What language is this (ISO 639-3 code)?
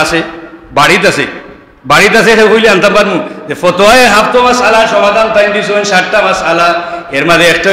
syl